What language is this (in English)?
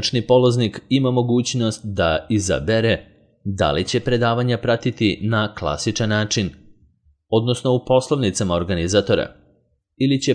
Serbian